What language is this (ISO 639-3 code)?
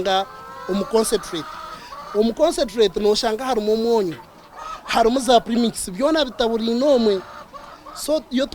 nyn